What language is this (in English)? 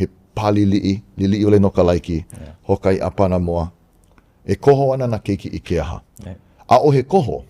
Hawaiian